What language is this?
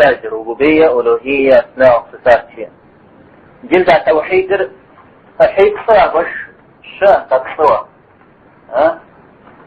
Kabardian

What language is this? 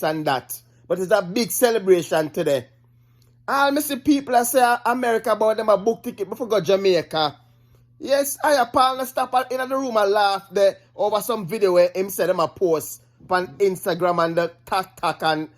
Jamaican Creole English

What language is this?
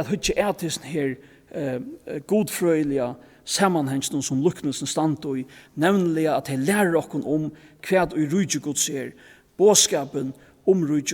Faroese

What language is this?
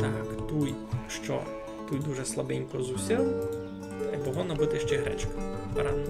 Rusyn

